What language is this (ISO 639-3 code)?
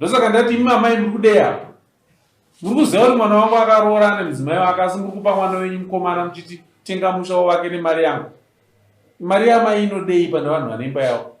sna